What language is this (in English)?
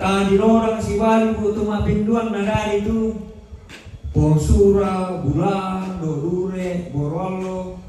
Toraja-Sa'dan